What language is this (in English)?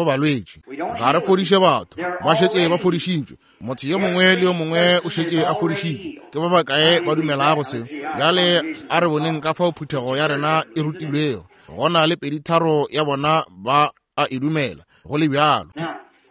Northern Sotho